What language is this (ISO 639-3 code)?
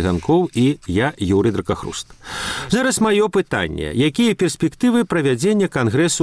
bel